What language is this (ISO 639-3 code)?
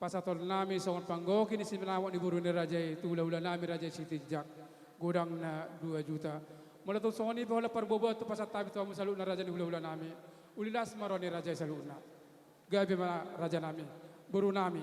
bbc